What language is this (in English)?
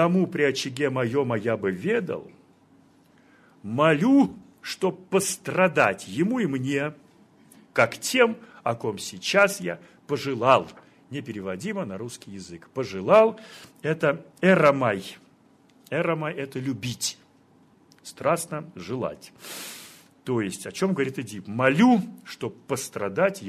Russian